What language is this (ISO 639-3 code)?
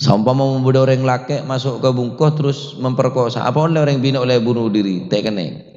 mad